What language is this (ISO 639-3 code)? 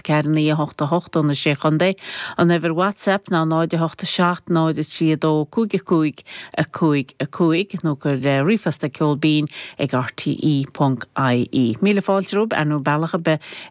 gle